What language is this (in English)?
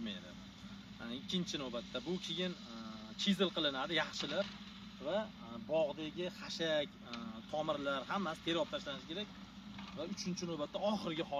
Uzbek